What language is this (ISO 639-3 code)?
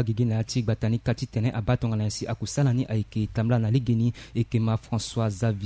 sag